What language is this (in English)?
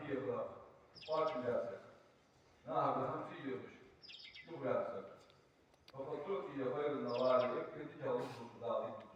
Ingush